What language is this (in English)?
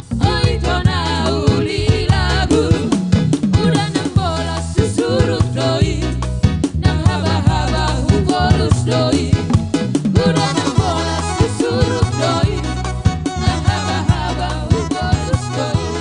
Batak Simalungun